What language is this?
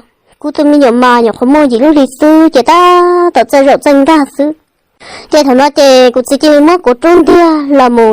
Hmong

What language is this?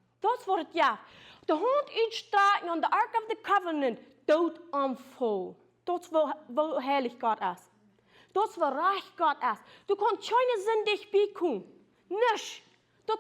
Plautdietsch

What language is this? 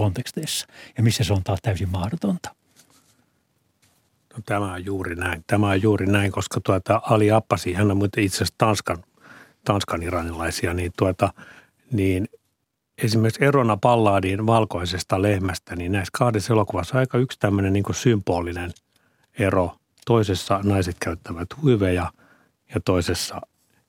Finnish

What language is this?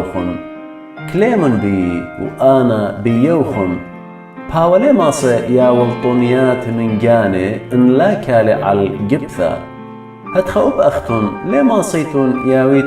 Assyrian Neo-Aramaic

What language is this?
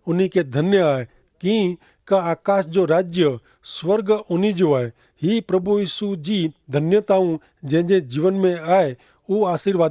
Kachhi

